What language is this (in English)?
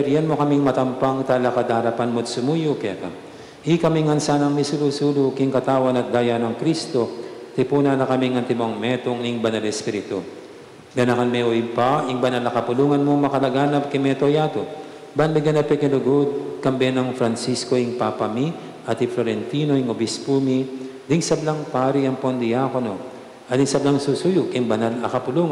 Pampanga